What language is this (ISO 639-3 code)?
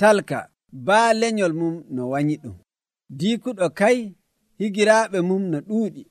fuv